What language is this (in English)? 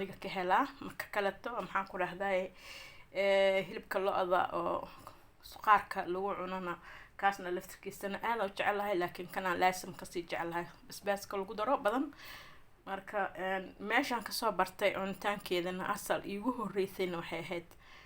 Somali